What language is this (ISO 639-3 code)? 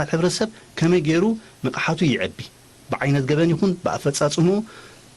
tir